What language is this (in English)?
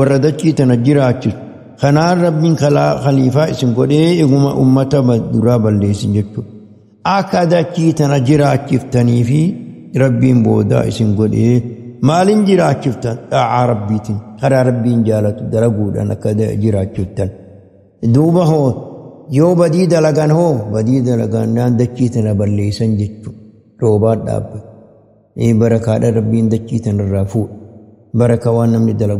Oromo